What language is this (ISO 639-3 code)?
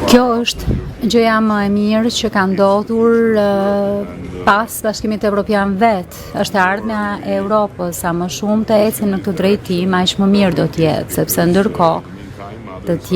sqi